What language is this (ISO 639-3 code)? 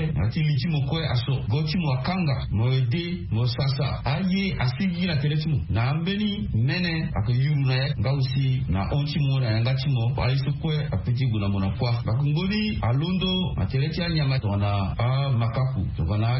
sag